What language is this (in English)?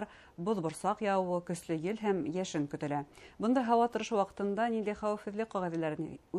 Bashkir